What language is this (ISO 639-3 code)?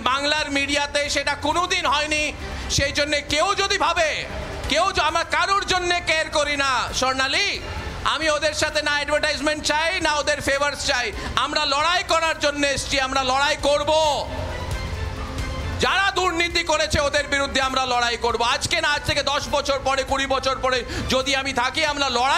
ben